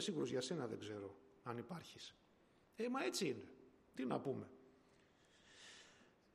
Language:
Greek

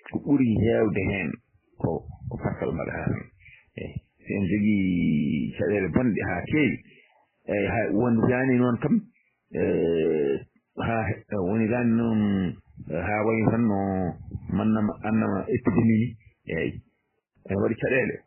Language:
Fula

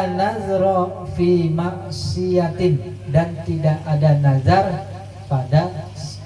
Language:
Betawi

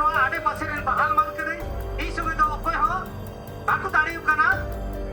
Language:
Santali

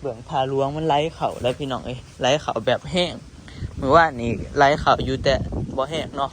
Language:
Northeastern Thai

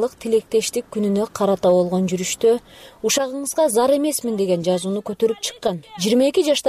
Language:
Kyrgyz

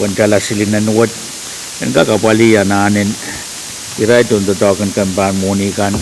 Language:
Pohnpeian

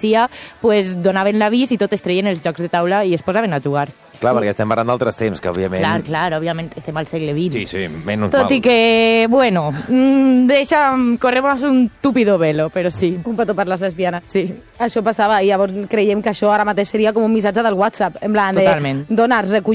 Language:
Catalan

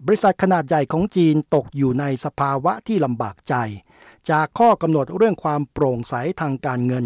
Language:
Thai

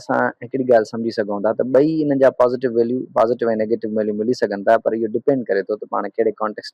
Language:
Sindhi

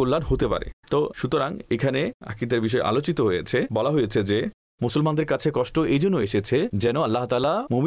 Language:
Bangla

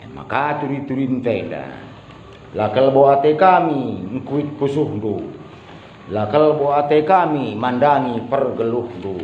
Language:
Batak Karo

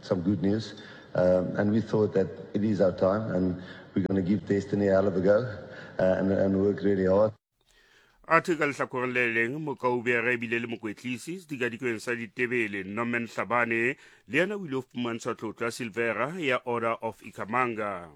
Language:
Southern Sotho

